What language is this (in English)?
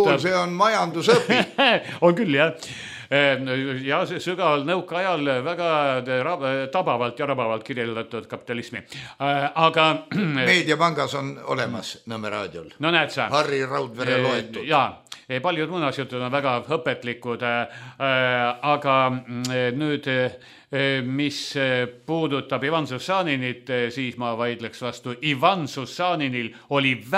Estonian